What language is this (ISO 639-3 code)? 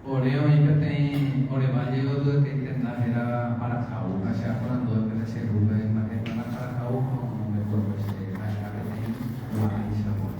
grn